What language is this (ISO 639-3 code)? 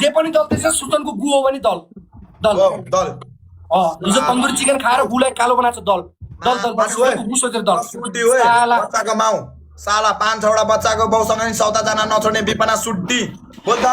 nep